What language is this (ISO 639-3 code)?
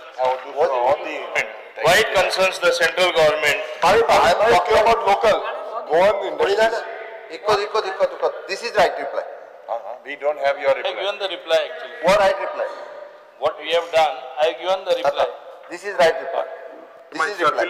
kok